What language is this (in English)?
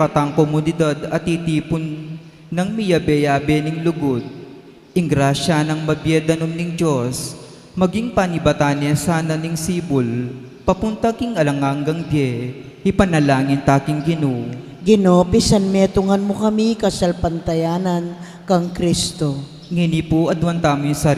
Pampanga